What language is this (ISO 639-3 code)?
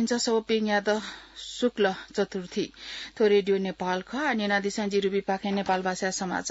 new